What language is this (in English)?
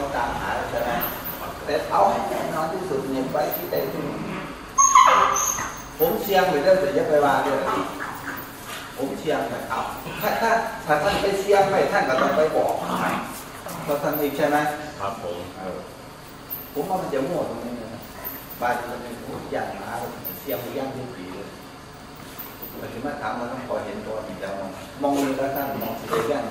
Thai